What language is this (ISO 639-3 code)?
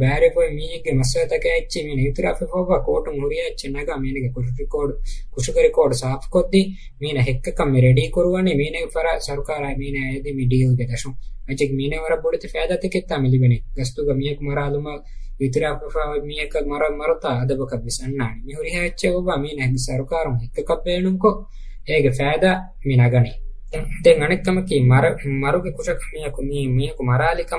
div